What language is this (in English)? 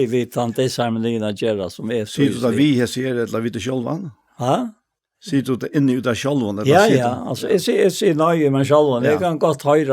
Faroese